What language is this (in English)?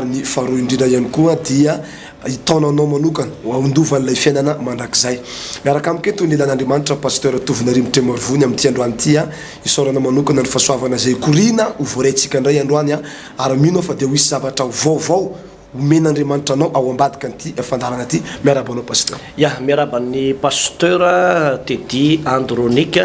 Malagasy